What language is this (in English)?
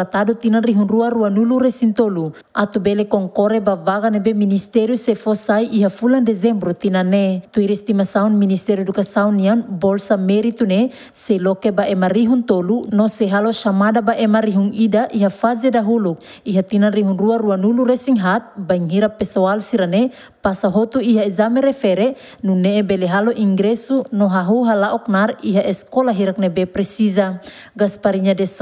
Tetum